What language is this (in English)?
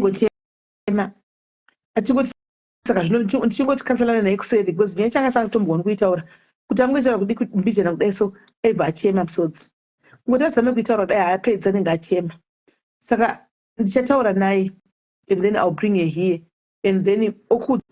Shona